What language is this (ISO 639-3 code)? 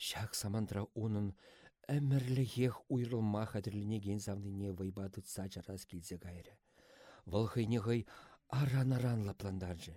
chv